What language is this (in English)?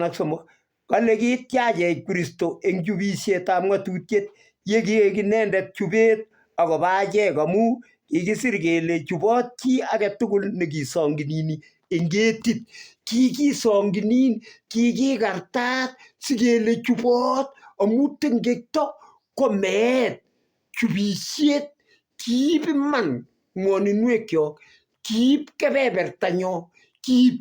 Kalenjin